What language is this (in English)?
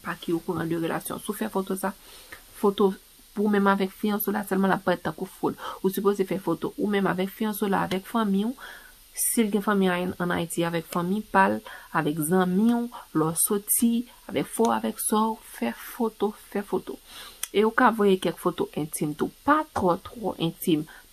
Haitian Creole